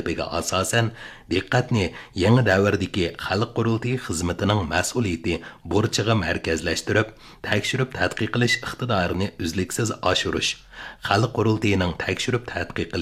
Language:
Uyghur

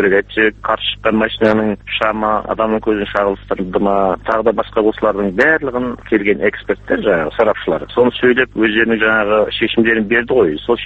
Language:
Kazakh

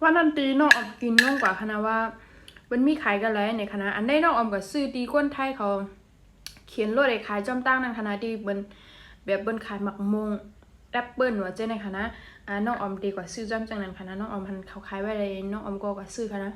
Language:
Shan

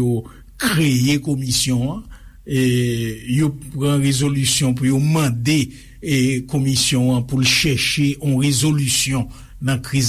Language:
Haitian Creole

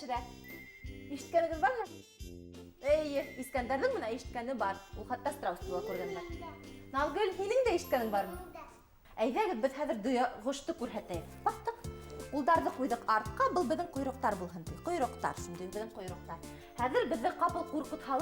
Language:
Bashkir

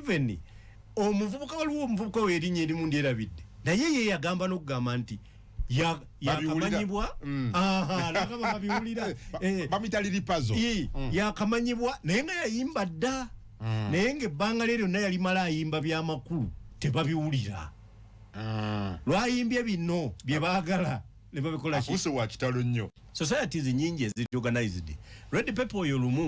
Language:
Ganda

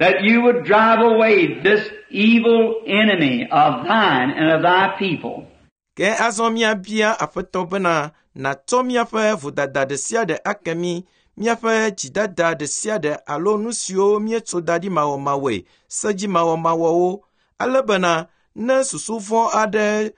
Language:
Ewe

